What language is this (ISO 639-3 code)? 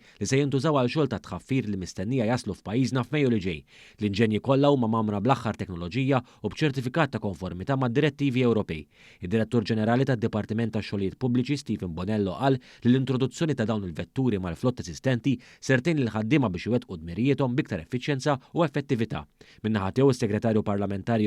mlt